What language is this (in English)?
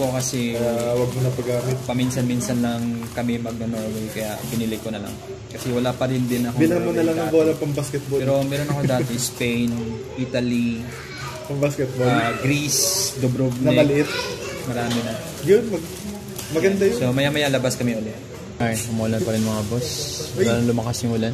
Filipino